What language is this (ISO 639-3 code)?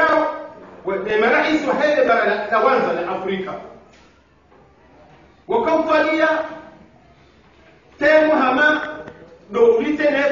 swa